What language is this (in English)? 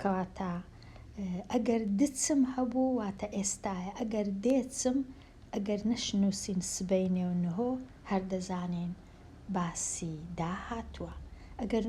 Central Kurdish